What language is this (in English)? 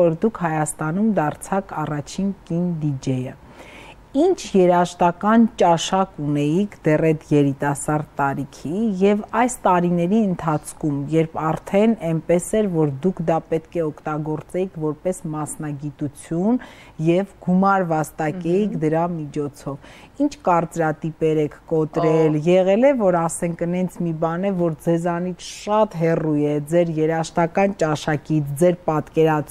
Armenian